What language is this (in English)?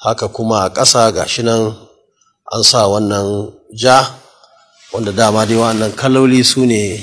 Hausa